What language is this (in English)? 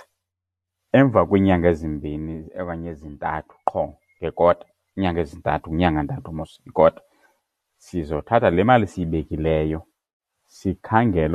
Xhosa